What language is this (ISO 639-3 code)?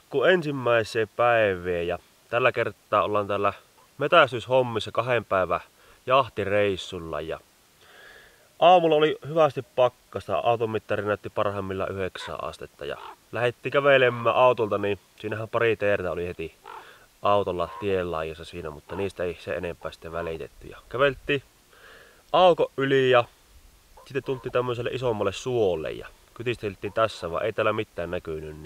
fin